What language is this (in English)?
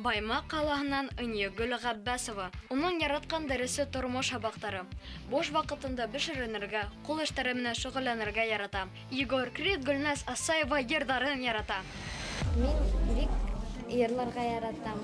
Bashkir